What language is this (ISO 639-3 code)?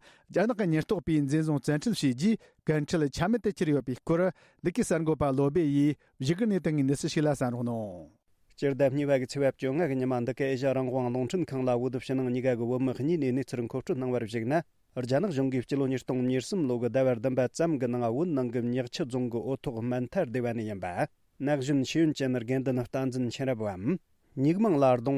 bod